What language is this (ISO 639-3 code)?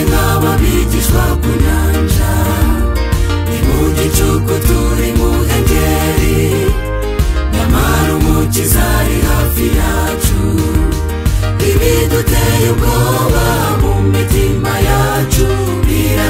kin